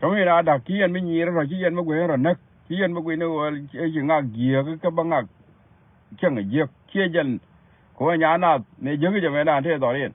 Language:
Nuer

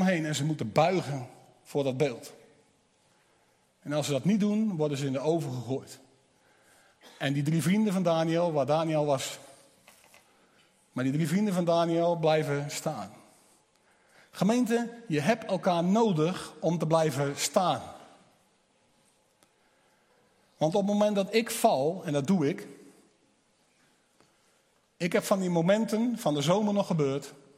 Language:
Dutch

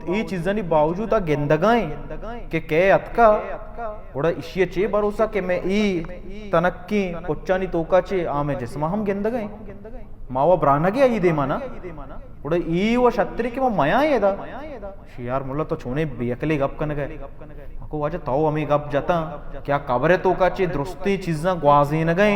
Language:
Baluchi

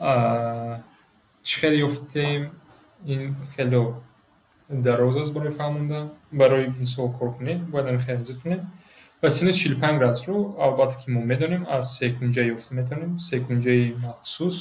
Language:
Tajik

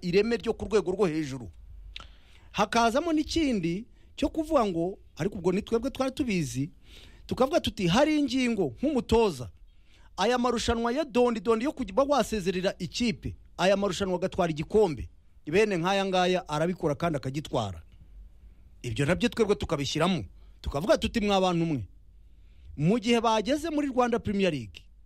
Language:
Kinyarwanda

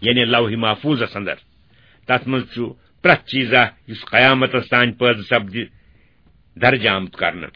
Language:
Kashmiri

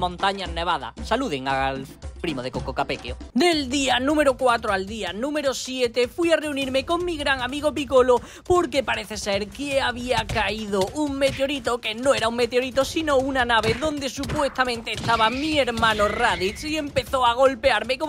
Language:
Spanish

